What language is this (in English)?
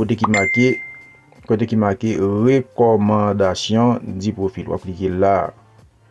Haitian Creole